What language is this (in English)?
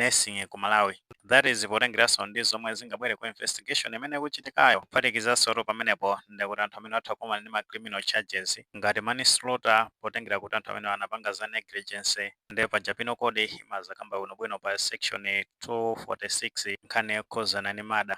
Nyanja